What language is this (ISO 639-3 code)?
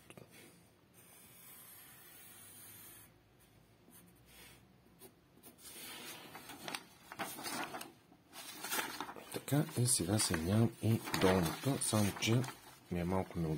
bul